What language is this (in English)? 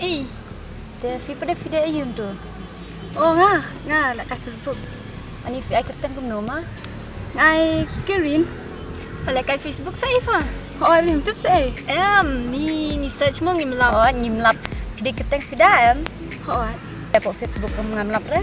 Khasi